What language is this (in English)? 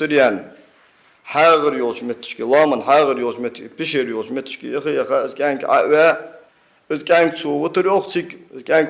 Ingush